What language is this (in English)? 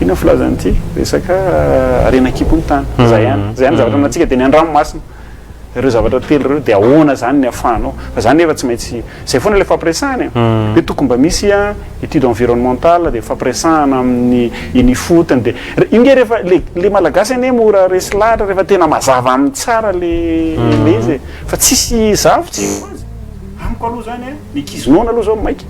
Malagasy